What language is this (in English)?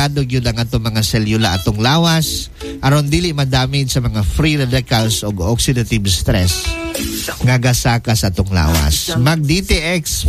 Cebuano